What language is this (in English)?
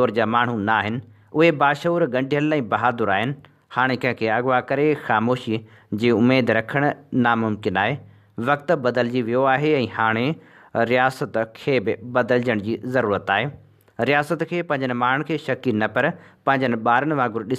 Sindhi